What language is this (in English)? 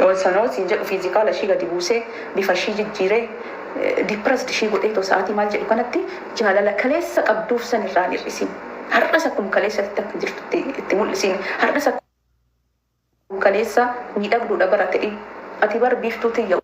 Oromo